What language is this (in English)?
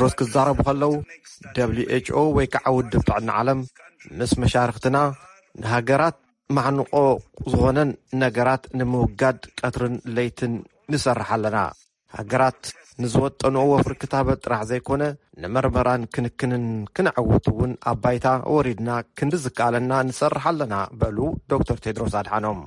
Tigrinya